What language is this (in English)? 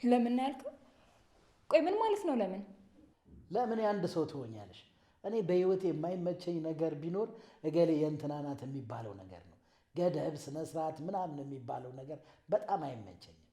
Amharic